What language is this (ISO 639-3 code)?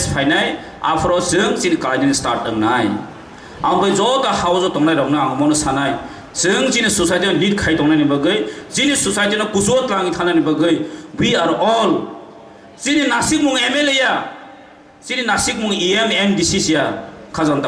trp